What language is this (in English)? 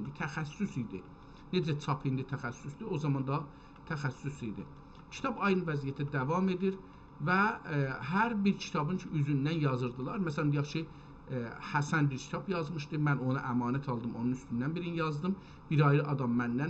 South Azerbaijani